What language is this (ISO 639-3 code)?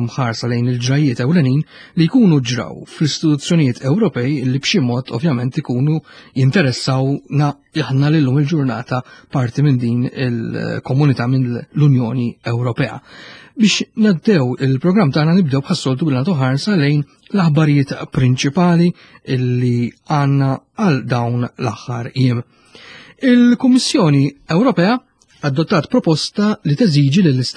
mlt